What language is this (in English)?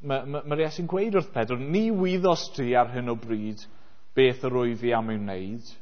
Welsh